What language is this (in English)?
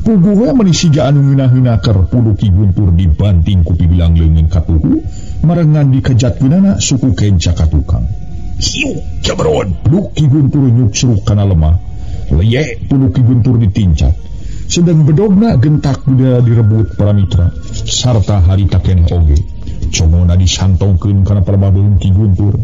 Sundanese